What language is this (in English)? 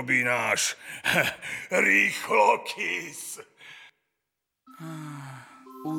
Slovak